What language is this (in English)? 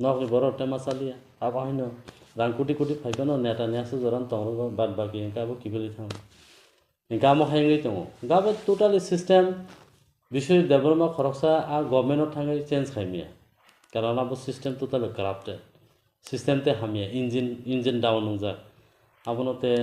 Kok Borok